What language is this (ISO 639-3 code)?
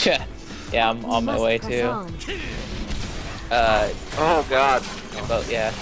eng